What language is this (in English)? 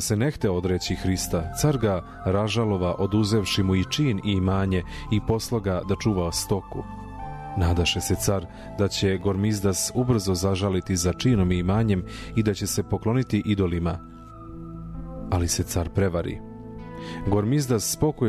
Serbian